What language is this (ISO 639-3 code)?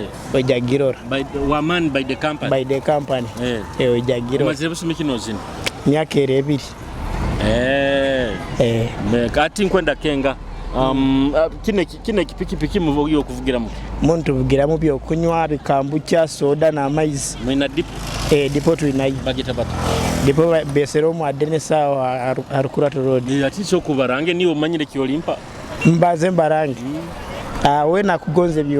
nyo